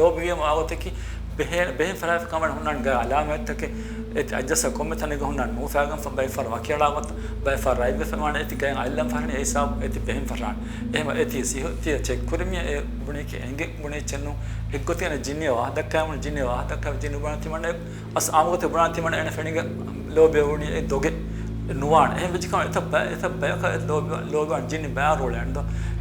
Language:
Divehi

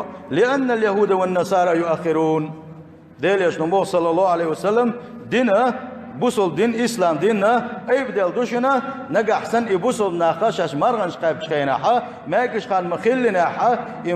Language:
Chechen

